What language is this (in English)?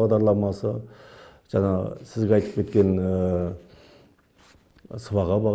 Kazakh